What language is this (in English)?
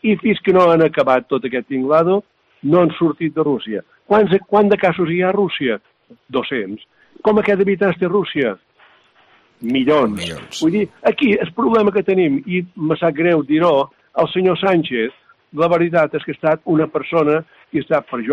Catalan